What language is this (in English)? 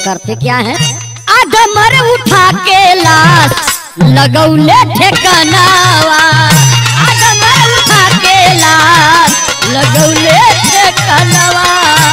Bhojpuri